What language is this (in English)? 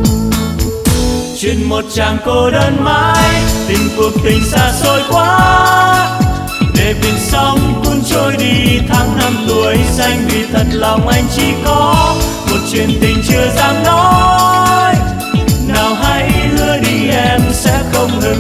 Vietnamese